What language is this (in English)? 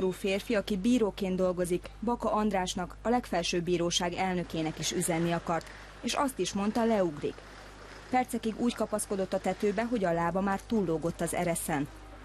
Hungarian